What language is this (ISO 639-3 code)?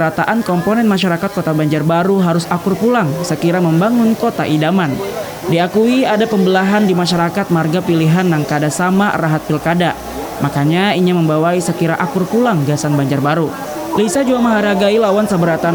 bjn